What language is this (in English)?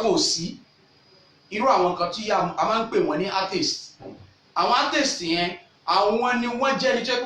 Yoruba